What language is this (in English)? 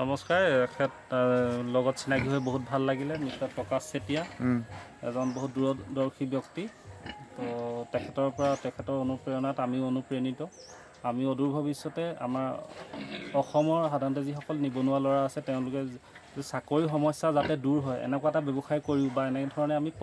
Assamese